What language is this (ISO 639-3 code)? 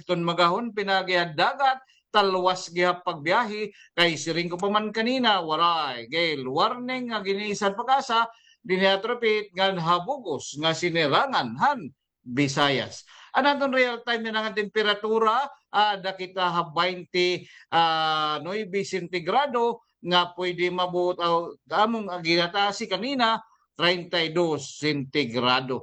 war